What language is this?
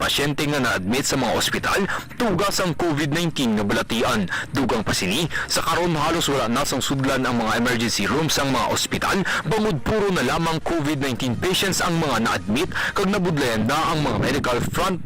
Hiligaynon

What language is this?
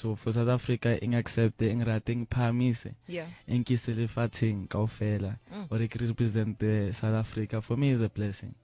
Northern Sotho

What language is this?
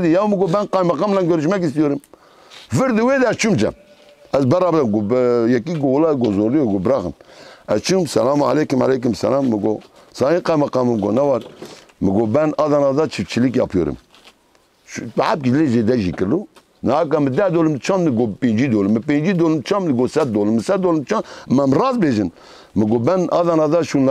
Kurdish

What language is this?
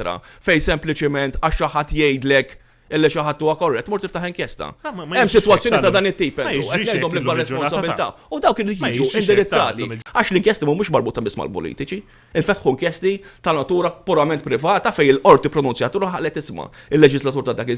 Maltese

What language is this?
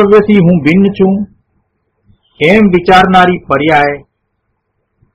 Gujarati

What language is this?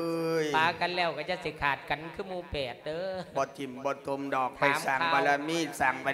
Lao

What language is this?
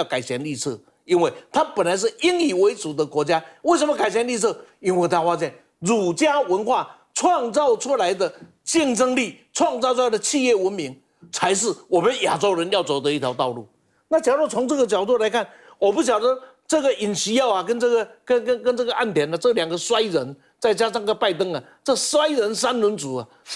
Chinese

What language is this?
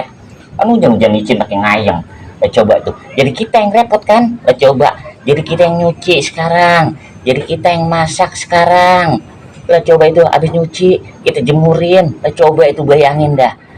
Betawi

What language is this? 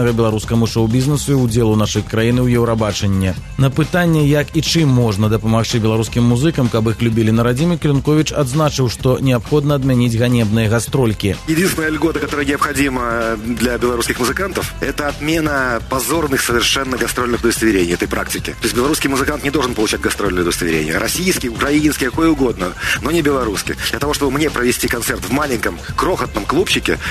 Belarusian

